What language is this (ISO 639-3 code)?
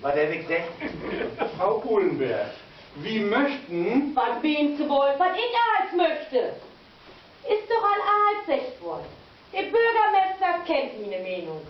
nds